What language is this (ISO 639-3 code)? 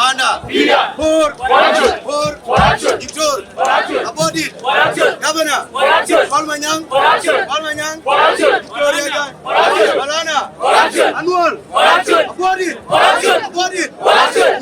din